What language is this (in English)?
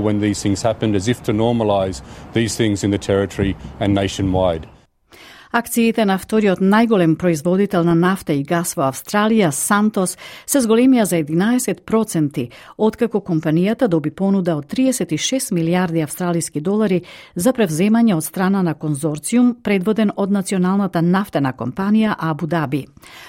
Macedonian